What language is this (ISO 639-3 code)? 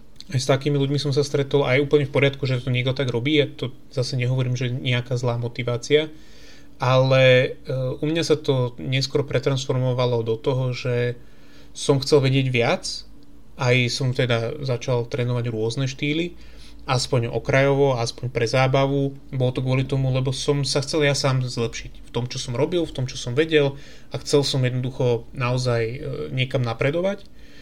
slk